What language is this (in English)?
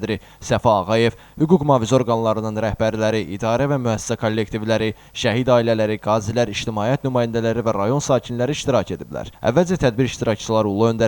Azerbaijani